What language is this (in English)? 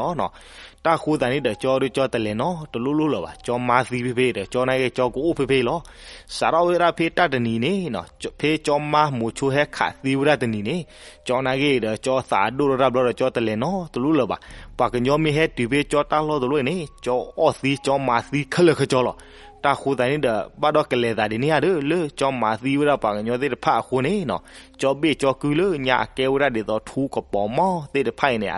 S'gaw Karen